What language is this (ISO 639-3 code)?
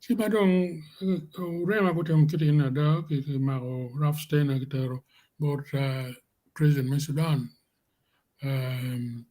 ach